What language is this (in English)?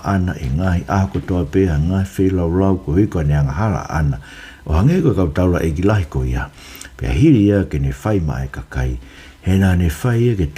Tongan